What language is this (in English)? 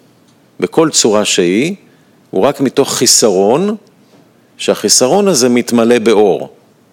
Hebrew